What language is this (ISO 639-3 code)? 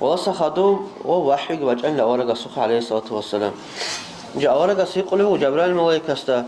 ava